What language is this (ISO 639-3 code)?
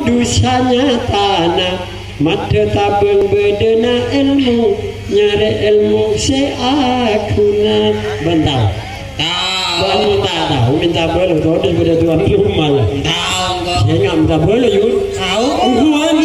mad